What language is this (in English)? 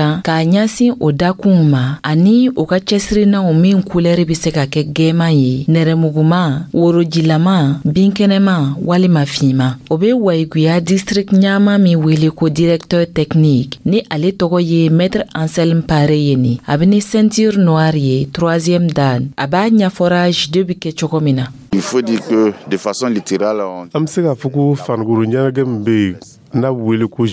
Dyula